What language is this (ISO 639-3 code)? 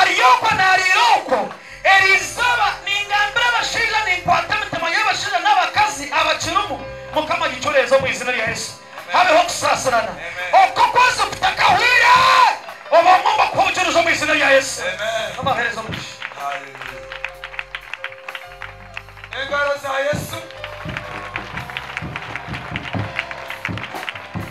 kin